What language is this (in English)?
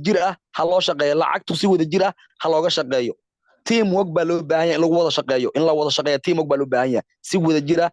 Somali